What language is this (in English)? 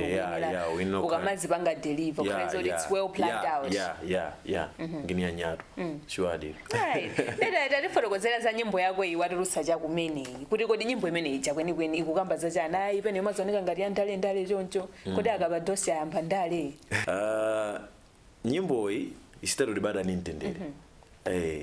Nyanja